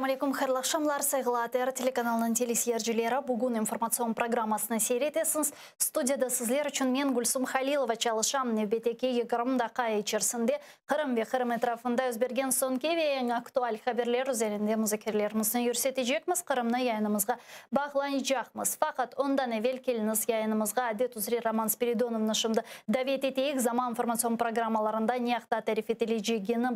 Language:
Crimean Tatar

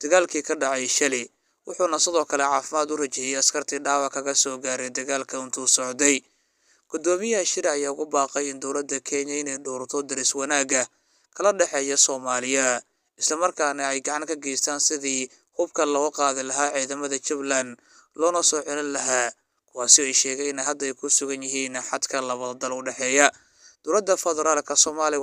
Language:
Somali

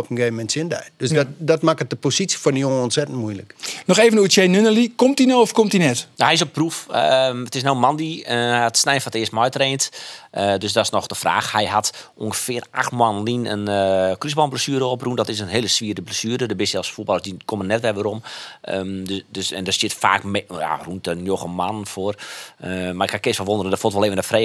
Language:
Western Frisian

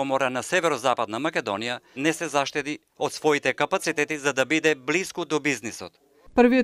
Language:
Macedonian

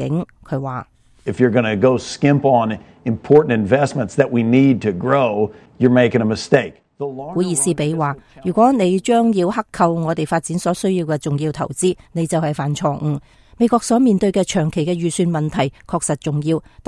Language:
Cantonese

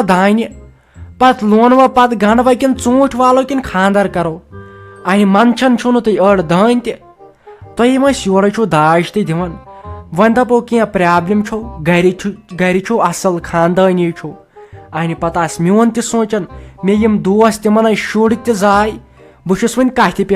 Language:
Kashmiri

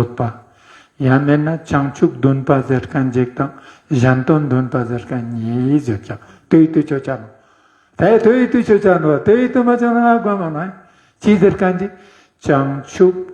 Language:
Ladakhi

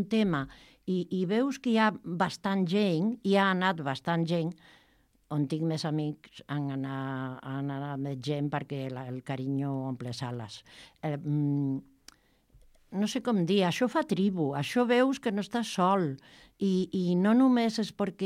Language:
Catalan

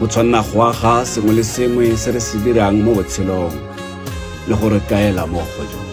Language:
Tswana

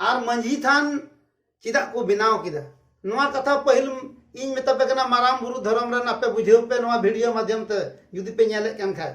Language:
Santali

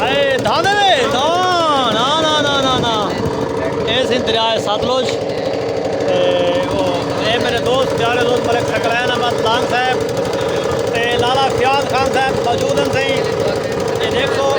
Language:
Saraiki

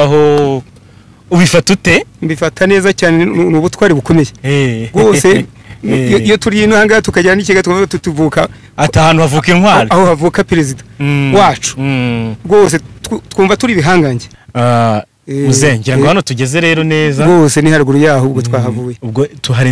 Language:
Kinyarwanda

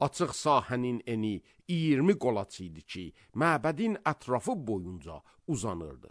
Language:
Azerbaijani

